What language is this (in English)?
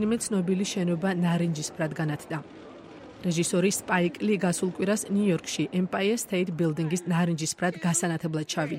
Georgian